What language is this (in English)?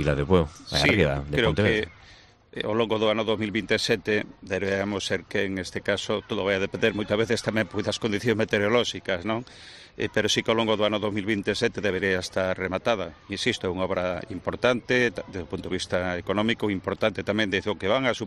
Galician